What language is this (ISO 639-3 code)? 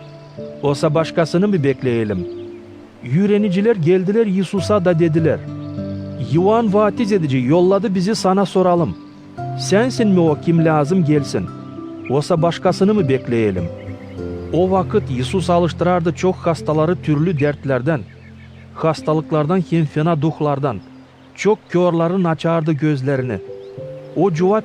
gag